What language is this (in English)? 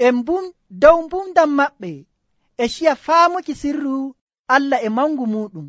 Nigerian Fulfulde